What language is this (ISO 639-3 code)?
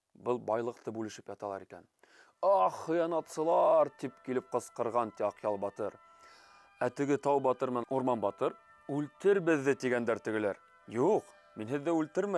bak